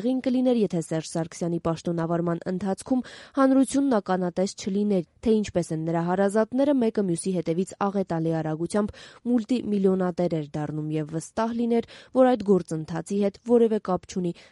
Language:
Armenian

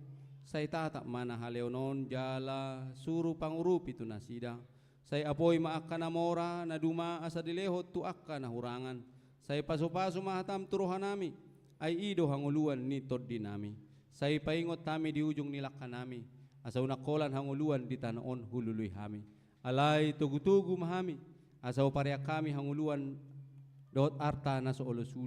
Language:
Batak Toba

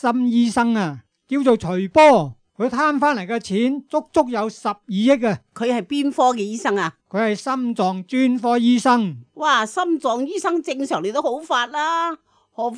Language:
Cantonese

